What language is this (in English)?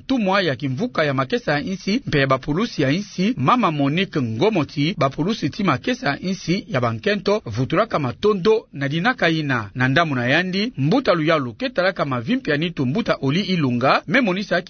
Kituba (Democratic Republic of Congo)